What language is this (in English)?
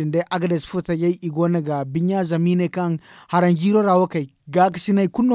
Zarma